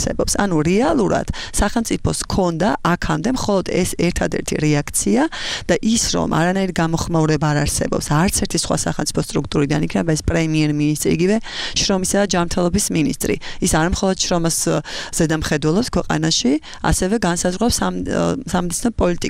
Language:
Georgian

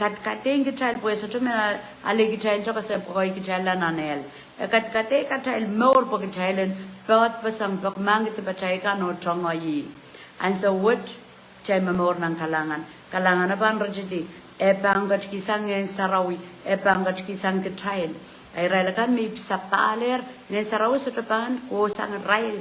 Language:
Pohnpeian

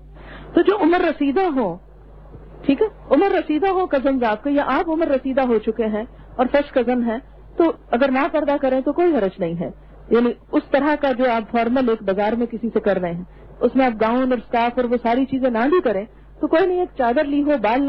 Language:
Urdu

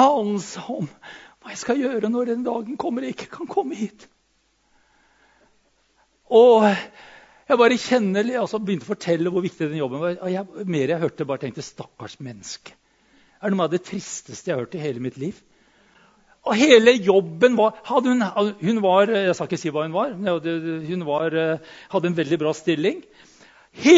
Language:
Norwegian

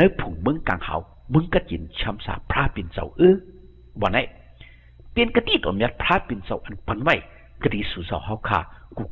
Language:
Shan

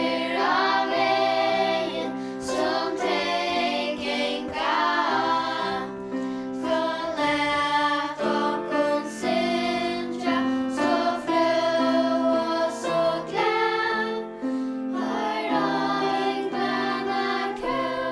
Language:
Faroese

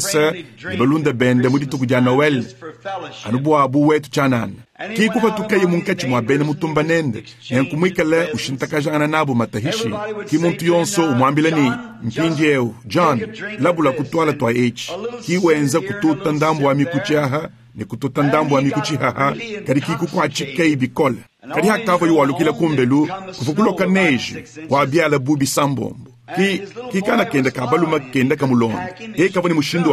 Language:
Luba-Lulua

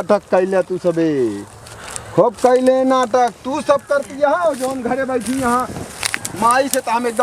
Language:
Awadhi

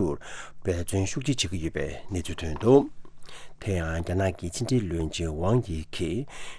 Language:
Tibetan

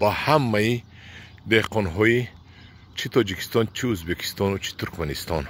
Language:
Tajik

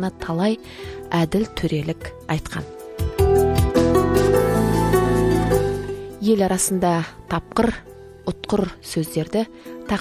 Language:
Kazakh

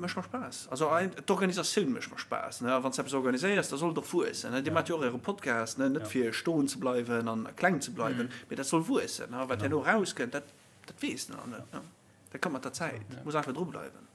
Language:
Luxembourgish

